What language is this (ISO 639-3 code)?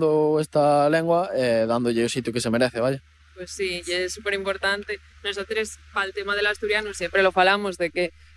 glg